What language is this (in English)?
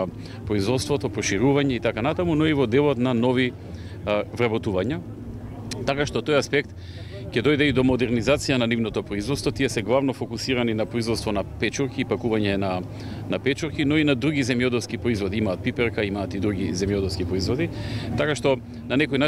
Macedonian